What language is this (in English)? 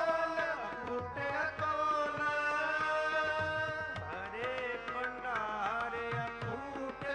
Punjabi